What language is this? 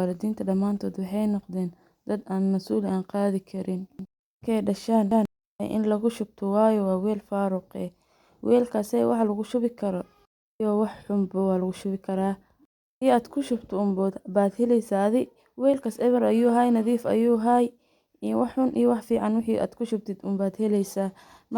Somali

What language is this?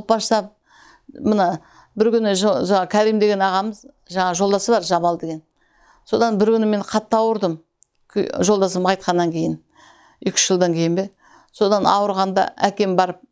Kazakh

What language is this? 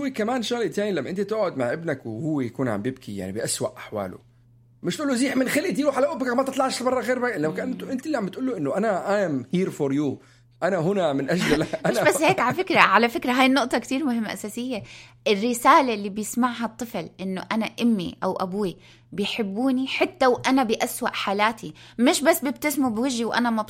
North Levantine Arabic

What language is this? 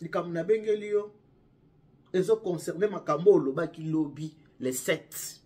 Lingala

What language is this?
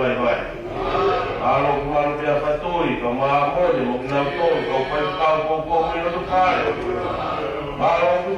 Tongan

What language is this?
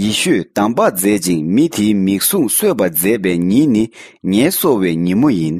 Tibetan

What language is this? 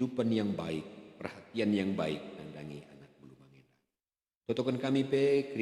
Batak Karo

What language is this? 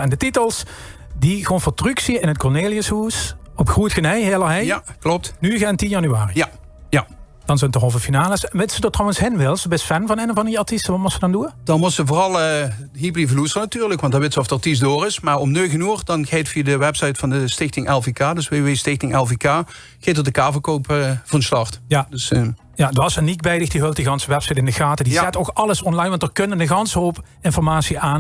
Limburgish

